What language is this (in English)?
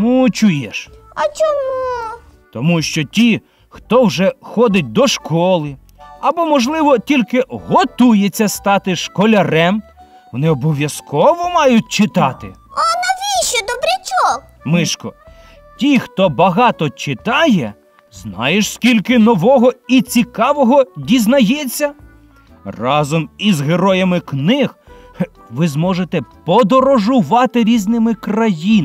Ukrainian